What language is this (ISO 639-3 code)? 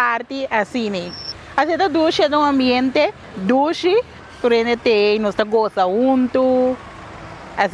pap